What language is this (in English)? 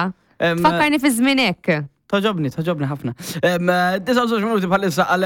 Maltese